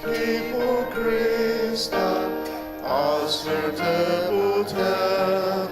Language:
Ao Naga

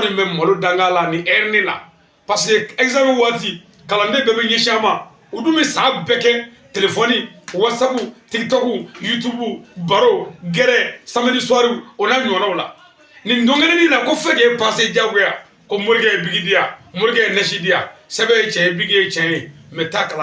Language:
Bambara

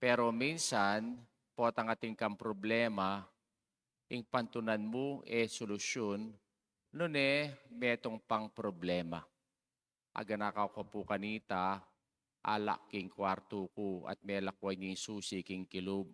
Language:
Pampanga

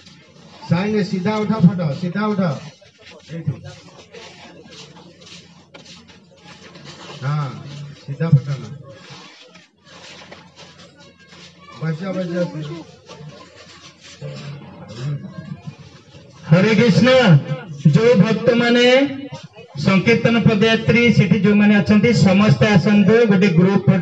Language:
Odia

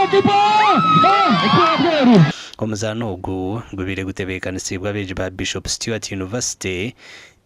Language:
Nyankole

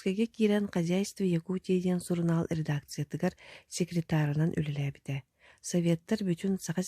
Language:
Yakut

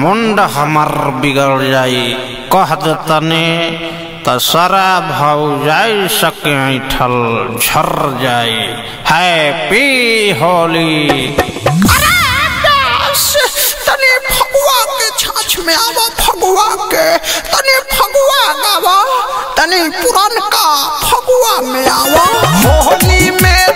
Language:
Bhojpuri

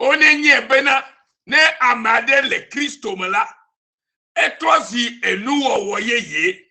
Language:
Ewe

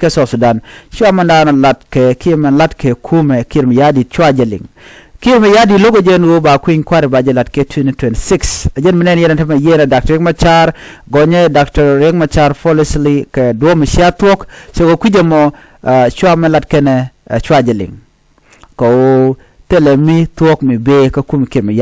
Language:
Nuer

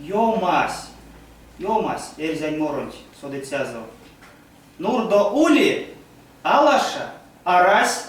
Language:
Erzya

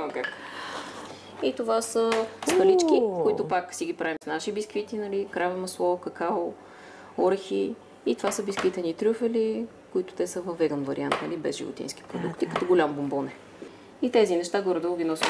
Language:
Bulgarian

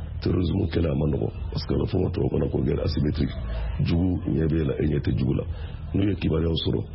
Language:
Bambara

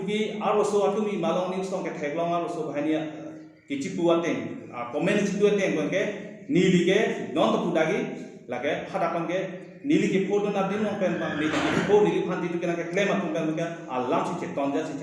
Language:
Karbi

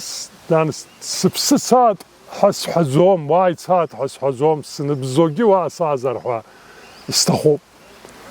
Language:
Abkhazian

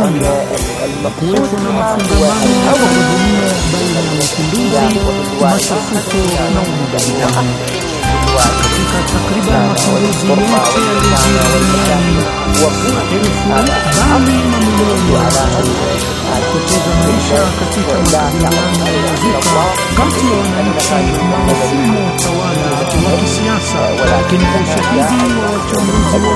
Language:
Swahili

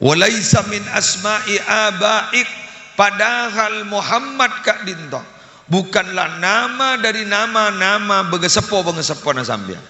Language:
Madurese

